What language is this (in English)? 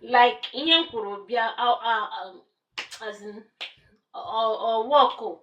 Igbo